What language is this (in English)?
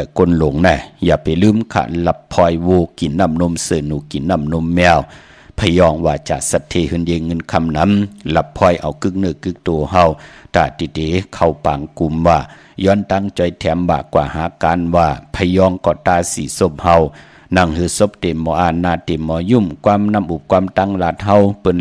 Shan